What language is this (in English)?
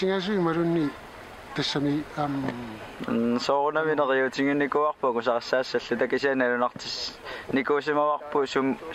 Kalaallisut